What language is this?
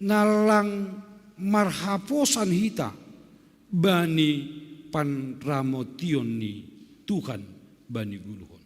Batak Simalungun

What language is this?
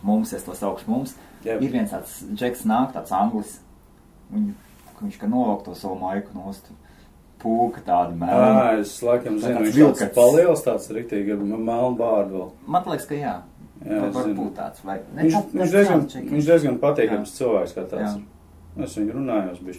Latvian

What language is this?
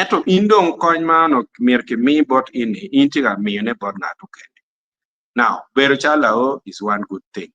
Acoli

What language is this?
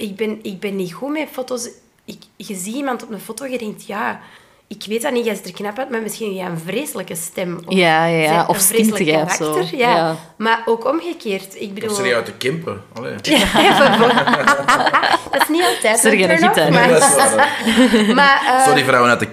Dutch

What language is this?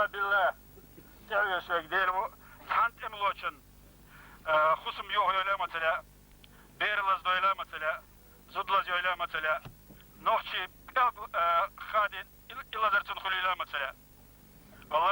Chechen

